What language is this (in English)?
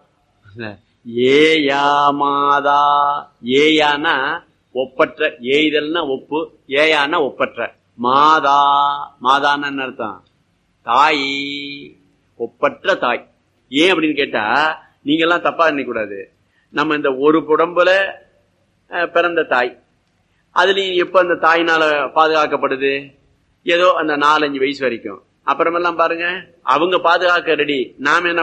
Tamil